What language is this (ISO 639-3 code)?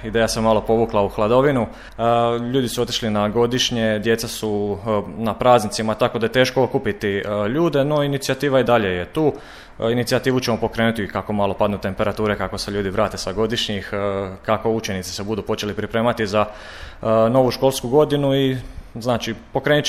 hrv